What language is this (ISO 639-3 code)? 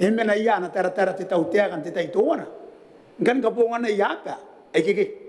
gil